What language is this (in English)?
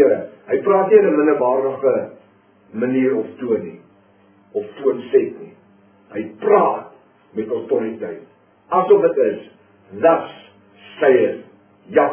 Afrikaans